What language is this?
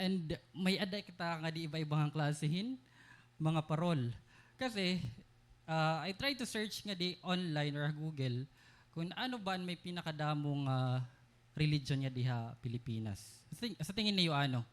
Waray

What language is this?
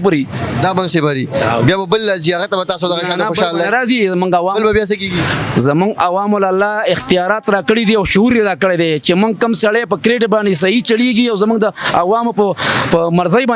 Pashto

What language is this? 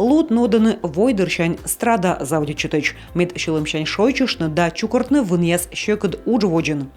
Komi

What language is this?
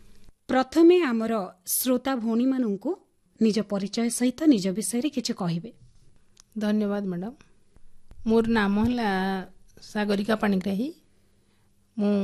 Odia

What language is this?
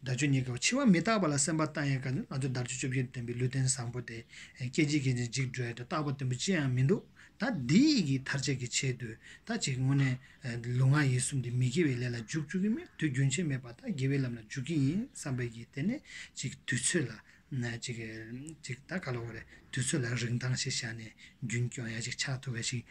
Tibetan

